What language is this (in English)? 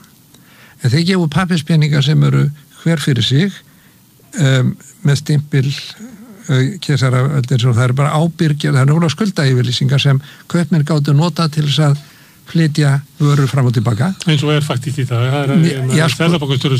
Icelandic